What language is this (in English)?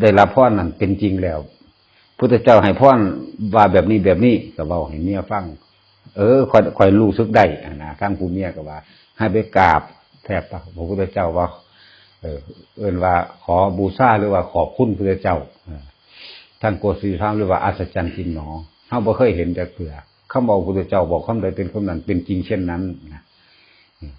Northeastern Thai